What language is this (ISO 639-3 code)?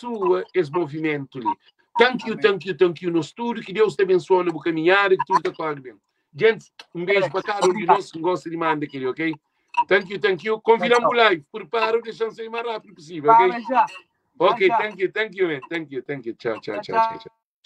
kea